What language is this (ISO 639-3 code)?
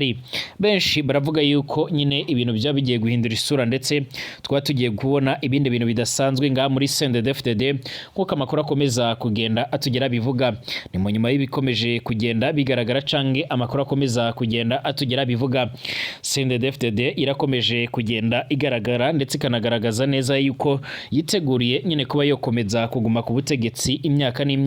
run